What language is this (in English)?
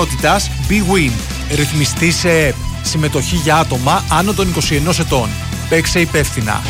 Greek